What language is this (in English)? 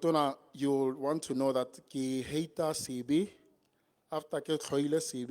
Tswana